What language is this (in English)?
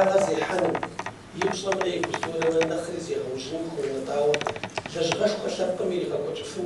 Kabardian